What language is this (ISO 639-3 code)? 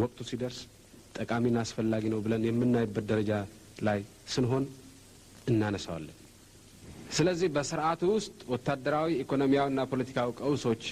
amh